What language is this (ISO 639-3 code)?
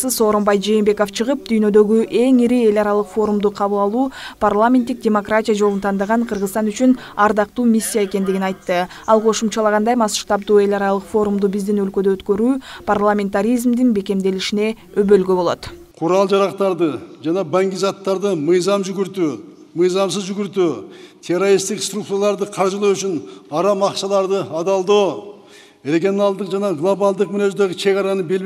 kir